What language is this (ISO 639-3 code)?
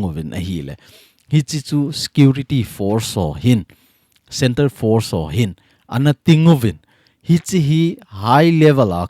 tcz